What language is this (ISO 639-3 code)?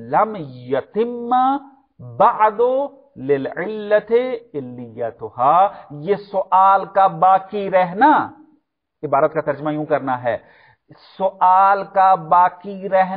urd